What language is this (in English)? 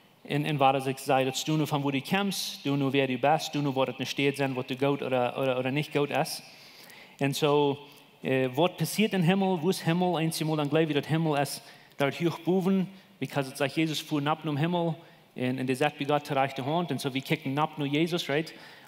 Plautdietsch